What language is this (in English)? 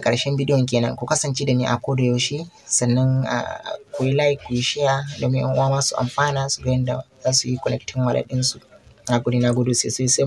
Hausa